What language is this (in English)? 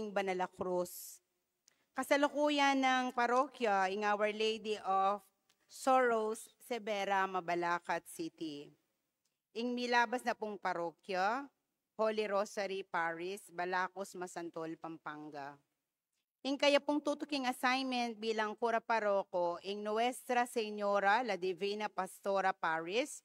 Pampanga